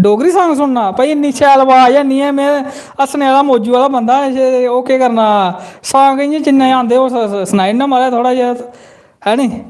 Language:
Dogri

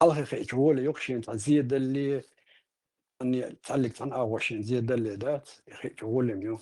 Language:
Chechen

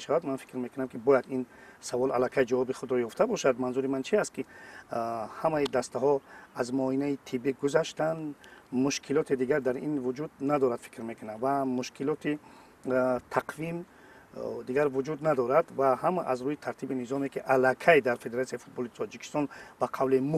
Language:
Tajik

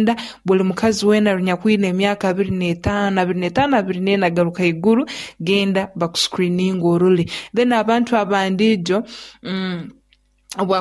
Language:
Nyoro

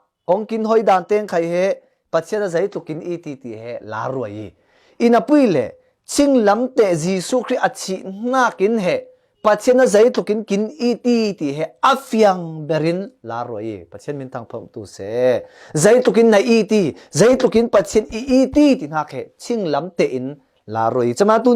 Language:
Falam Chin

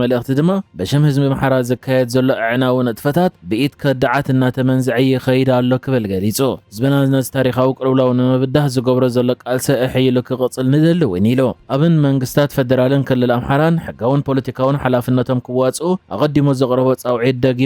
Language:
Tigrinya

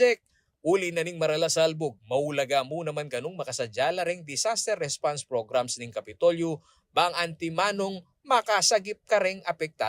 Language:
Pampanga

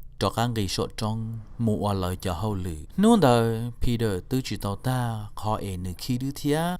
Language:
Hmong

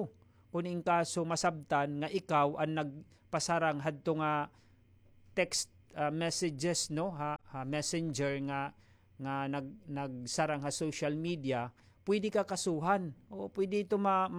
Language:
Waray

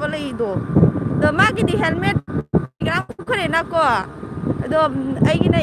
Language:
Manipuri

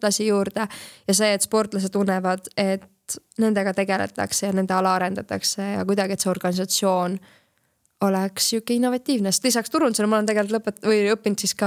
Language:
Estonian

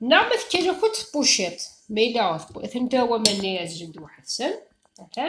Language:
Kabyle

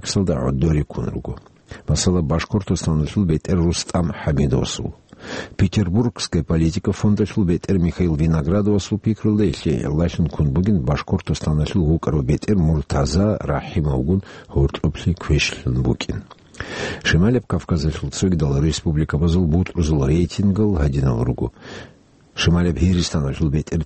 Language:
Avaric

